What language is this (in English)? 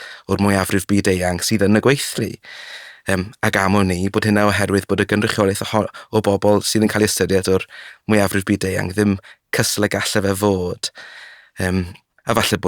Welsh